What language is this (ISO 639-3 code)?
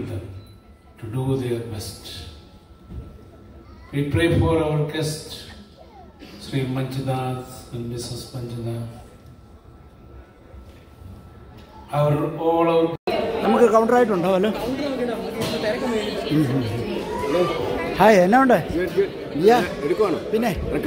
mal